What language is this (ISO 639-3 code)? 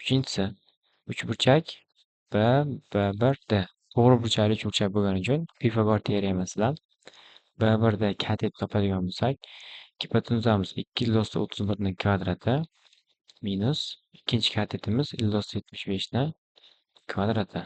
uzb